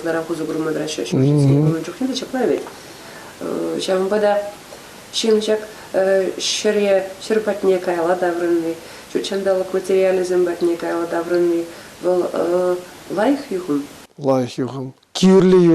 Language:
Chuvash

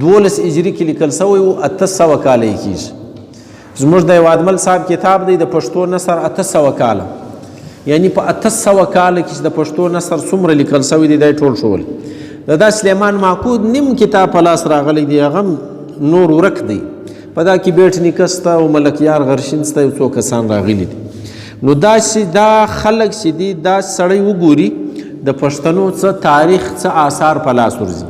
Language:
Pashto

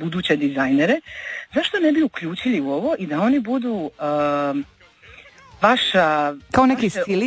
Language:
Croatian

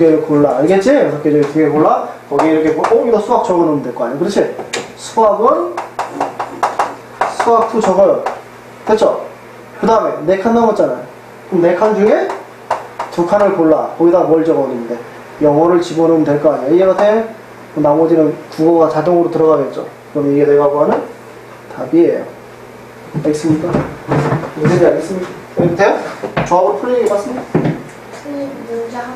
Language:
Korean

